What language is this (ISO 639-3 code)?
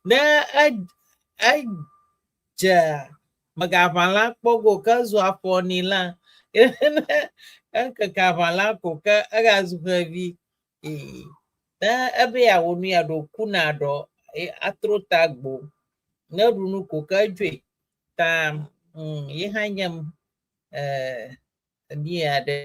ewe